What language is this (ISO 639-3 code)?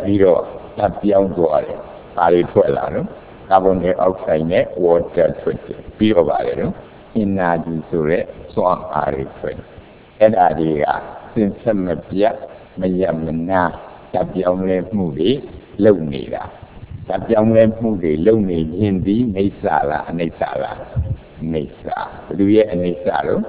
mya